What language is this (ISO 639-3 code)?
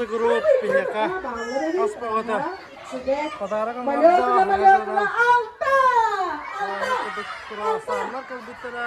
sah